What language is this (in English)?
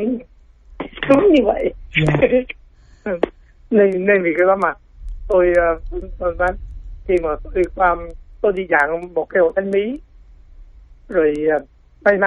Vietnamese